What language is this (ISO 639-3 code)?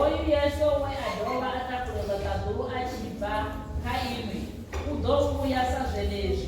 ven